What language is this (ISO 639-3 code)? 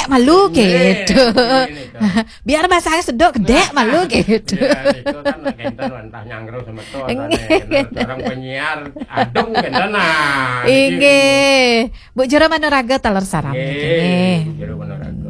ban